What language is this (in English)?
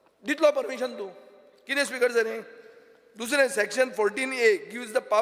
Konkani